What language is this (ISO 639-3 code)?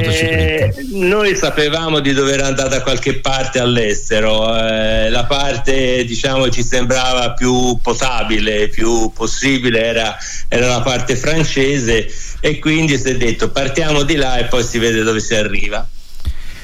ita